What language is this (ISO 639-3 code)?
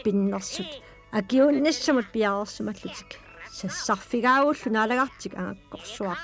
kal